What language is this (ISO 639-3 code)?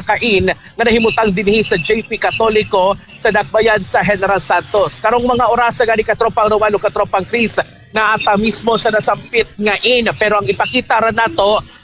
ceb